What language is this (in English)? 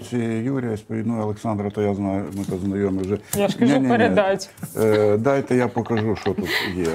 Ukrainian